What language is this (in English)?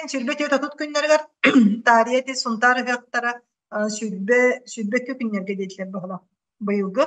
Yakut